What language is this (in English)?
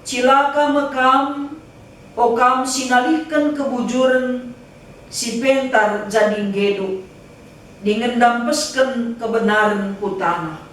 Batak Karo